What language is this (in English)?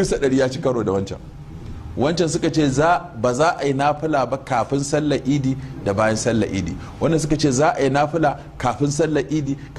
Hausa